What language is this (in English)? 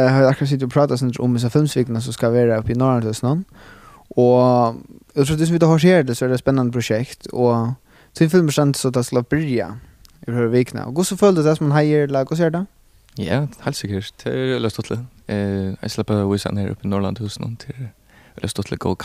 Faroese